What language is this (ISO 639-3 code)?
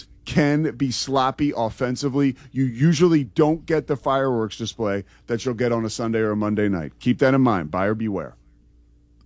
eng